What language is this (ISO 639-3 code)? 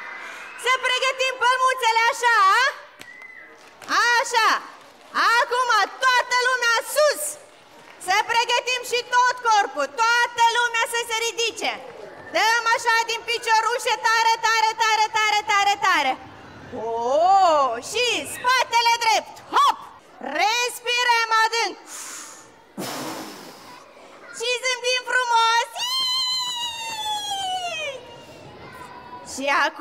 ron